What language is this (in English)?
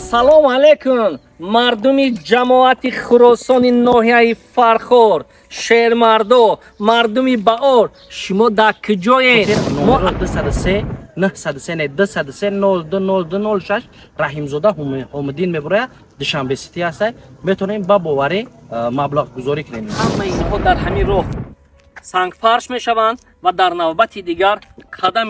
Tajik